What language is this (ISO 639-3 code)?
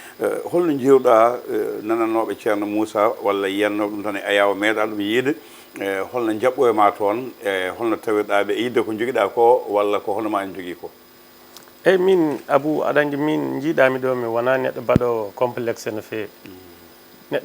ful